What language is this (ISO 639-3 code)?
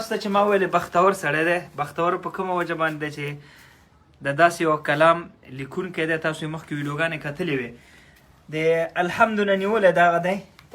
pus